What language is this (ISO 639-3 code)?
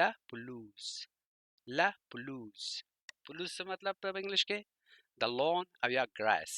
pus